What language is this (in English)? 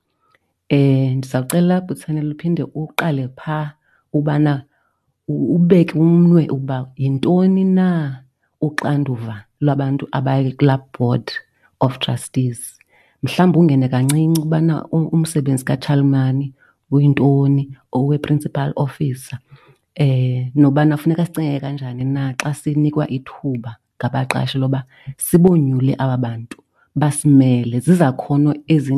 Xhosa